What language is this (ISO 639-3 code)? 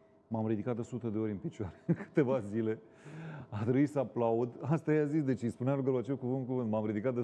ron